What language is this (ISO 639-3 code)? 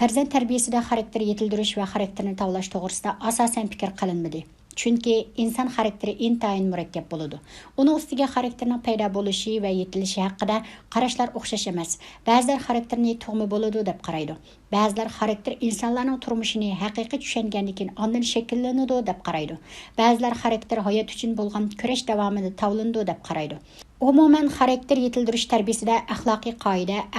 uig